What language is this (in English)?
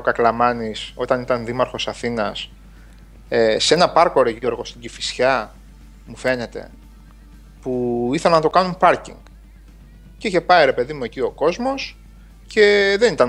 Greek